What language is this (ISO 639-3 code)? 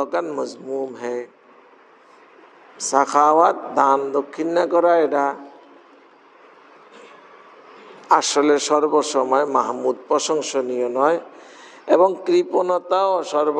ben